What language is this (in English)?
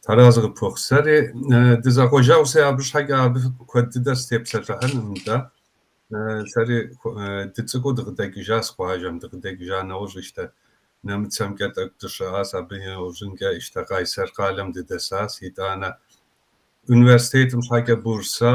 Kabardian